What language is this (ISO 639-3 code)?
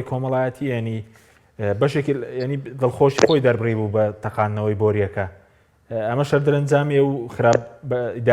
ckb